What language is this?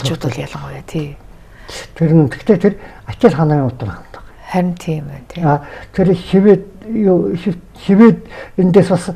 Mongolian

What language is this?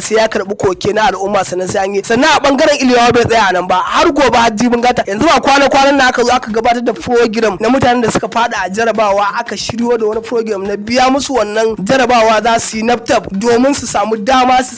Hausa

